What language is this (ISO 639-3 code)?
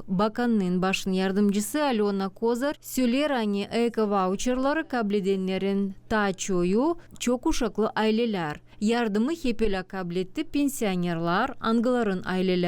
gag